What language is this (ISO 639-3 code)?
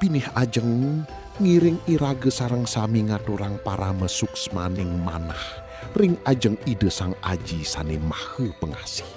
ban